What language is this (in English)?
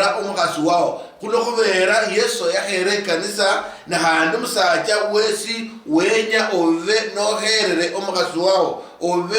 Luyia